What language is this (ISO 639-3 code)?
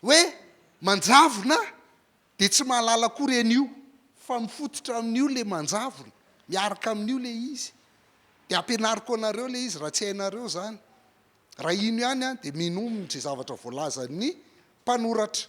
mlg